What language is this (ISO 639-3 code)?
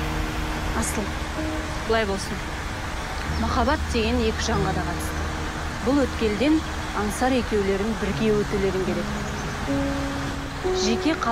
kaz